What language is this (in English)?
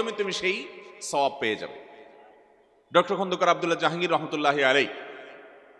Bangla